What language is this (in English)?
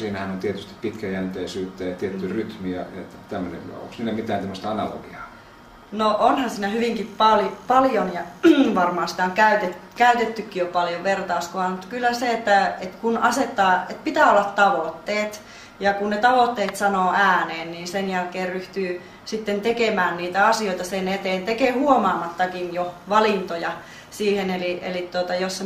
Finnish